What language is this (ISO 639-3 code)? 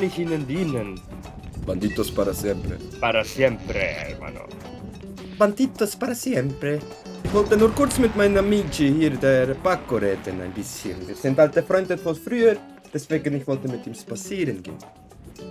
gsw